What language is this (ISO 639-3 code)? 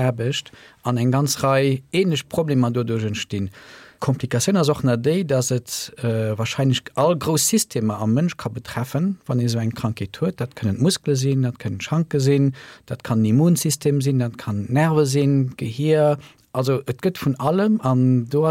ltz